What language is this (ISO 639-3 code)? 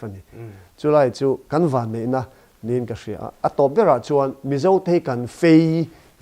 lus